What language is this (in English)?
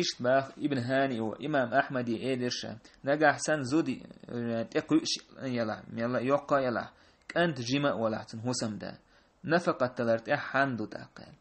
Chechen